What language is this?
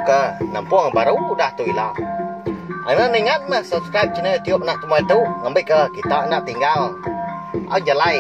Iban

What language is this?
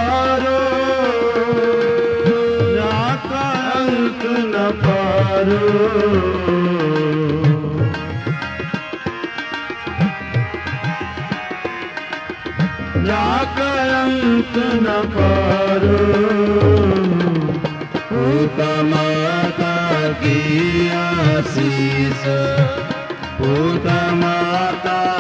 Punjabi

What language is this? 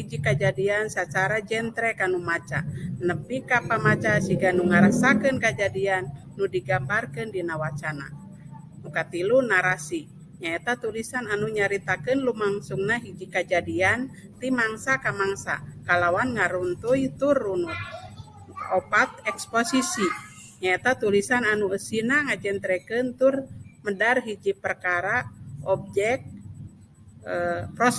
Sundanese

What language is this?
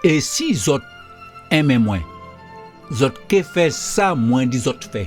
Guadeloupean Creole French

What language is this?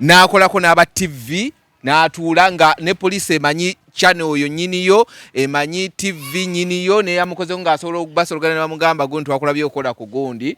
Ganda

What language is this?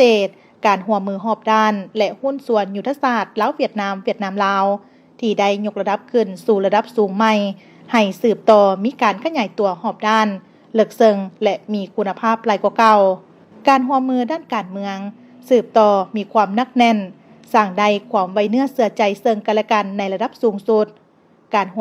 Lao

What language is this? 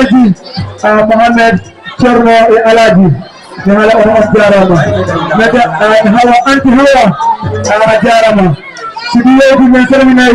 Fula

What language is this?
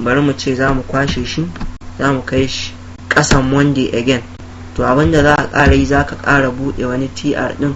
Hausa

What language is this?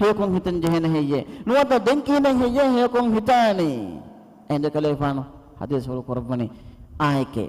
Divehi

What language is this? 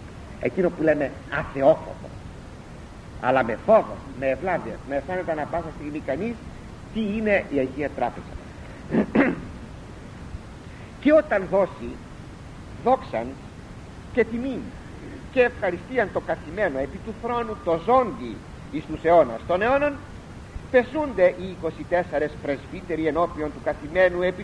Greek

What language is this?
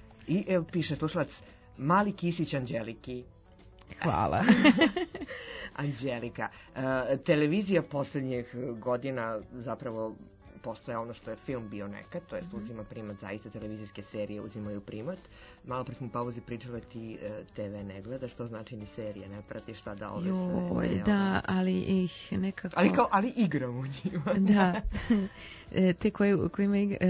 Serbian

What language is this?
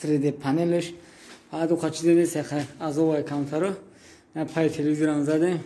Tajik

